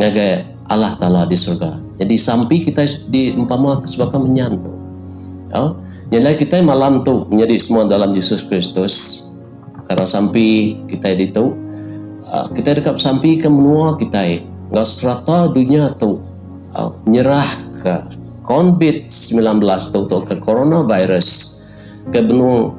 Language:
Iban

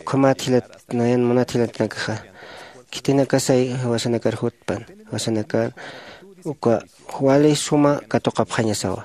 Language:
Aymara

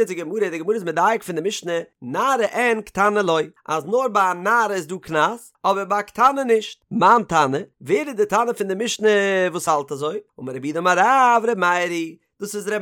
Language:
Yiddish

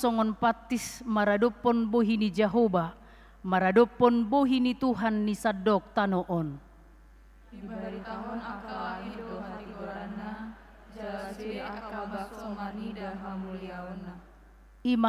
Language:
Batak Toba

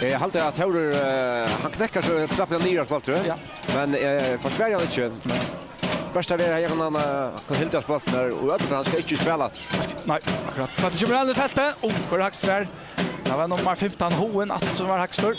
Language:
Faroese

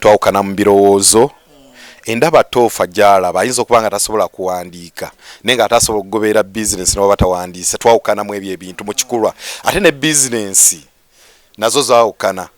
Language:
Ganda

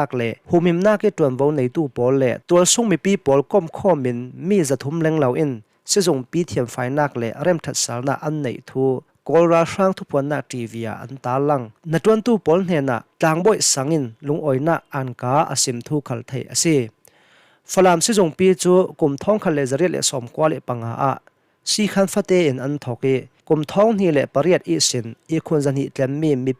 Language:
Hakha Chin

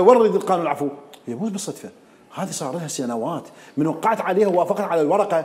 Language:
Mesopotamian Arabic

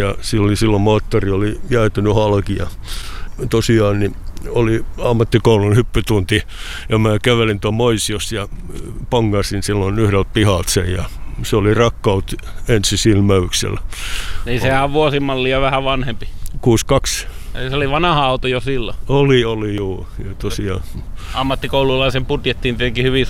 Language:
Finnish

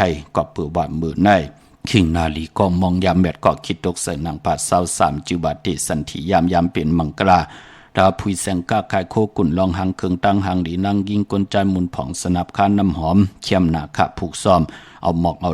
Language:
Shan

